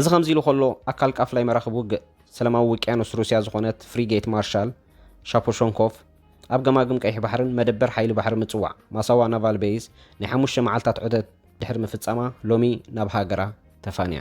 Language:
Tigrinya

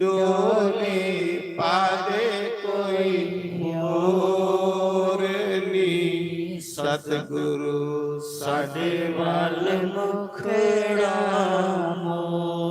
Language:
Dogri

